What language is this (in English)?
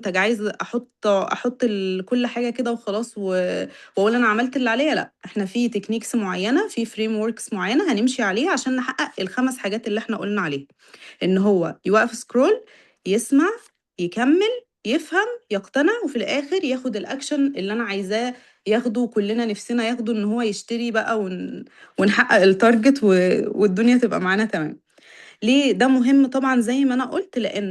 Egyptian Arabic